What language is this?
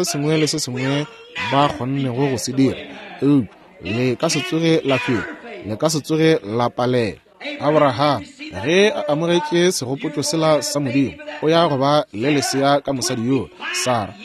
Northern Sotho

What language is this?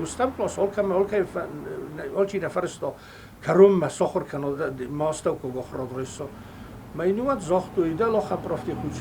Ossetic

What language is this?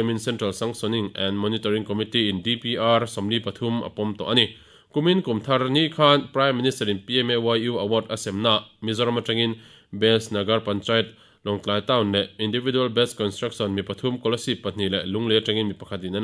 Mizo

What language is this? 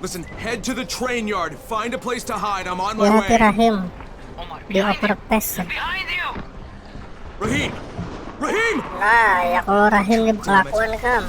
Banjar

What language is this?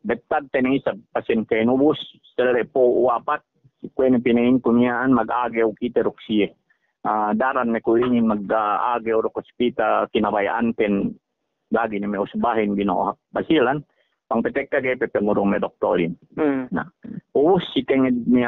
Yakan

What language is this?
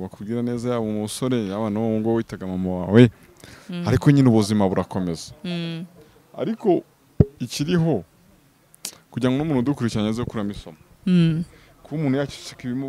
Kinyarwanda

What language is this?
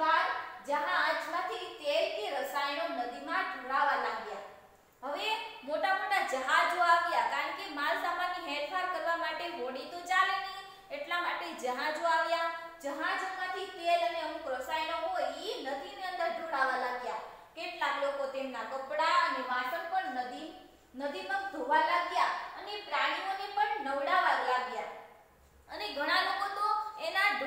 Gujarati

